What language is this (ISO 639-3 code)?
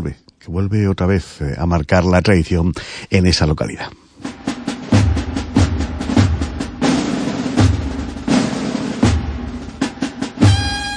spa